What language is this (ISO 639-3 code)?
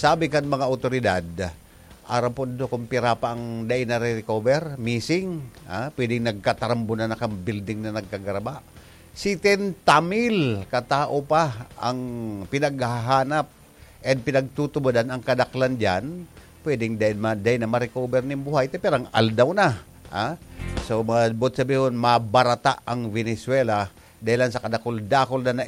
bik